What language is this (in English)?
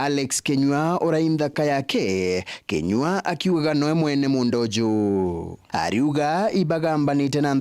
Meru